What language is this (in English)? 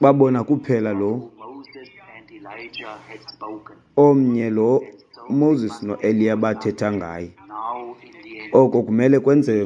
Xhosa